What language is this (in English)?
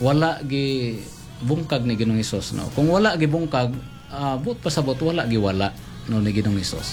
Cebuano